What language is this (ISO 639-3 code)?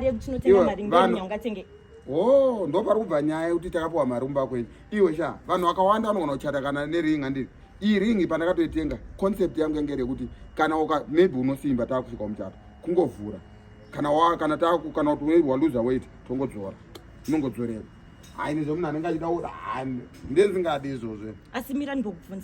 sna